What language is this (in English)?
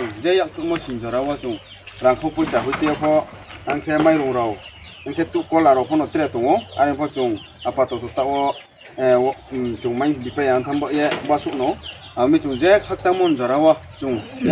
Riang (India)